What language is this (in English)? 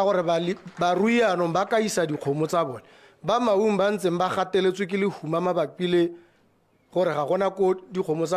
Tswana